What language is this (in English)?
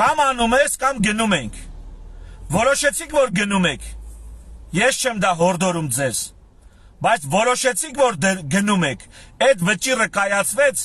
Armenian